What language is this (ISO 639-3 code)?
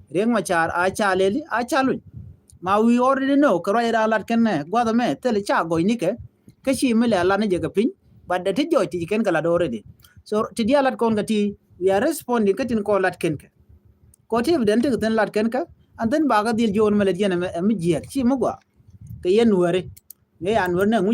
nus